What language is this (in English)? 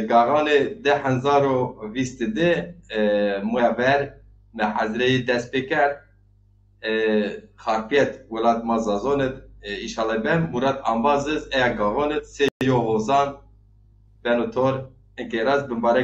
Zaza